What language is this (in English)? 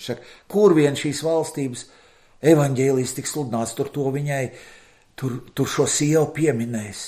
Latvian